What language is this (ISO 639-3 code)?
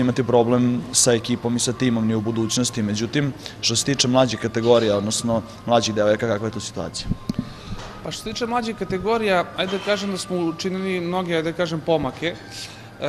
srp